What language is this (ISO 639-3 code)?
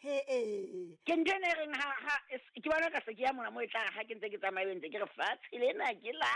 sot